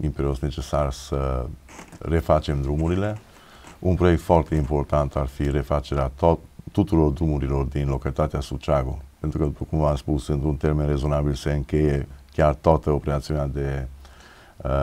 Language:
Romanian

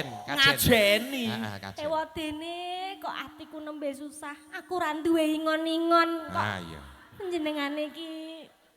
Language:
Javanese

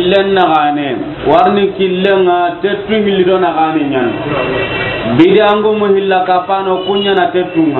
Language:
Soninke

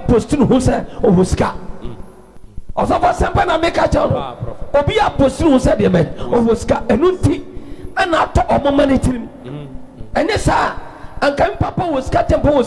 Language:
Akan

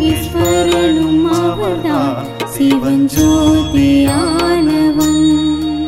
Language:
Tamil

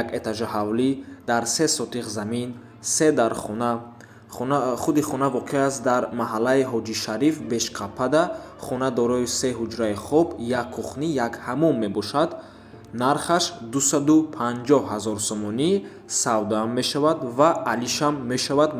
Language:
Tajik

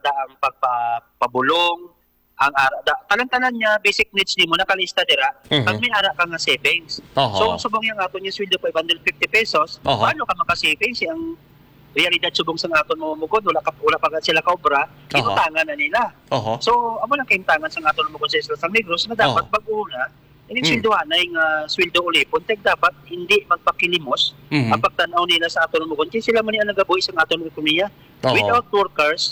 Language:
Hiligaynon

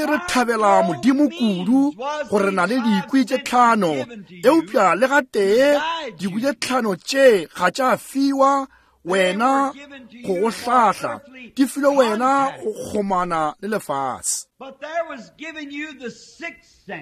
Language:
Northern Sotho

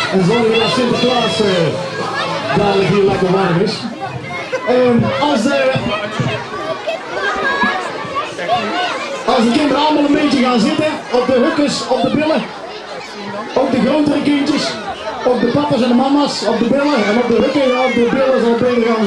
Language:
Dutch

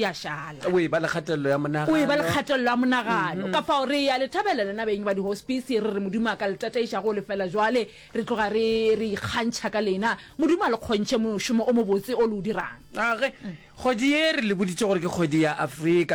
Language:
Northern Sotho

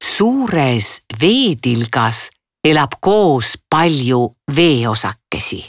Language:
Estonian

